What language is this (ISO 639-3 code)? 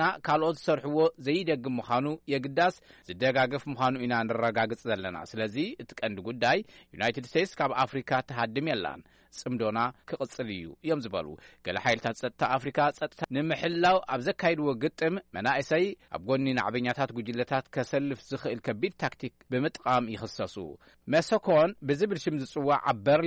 tir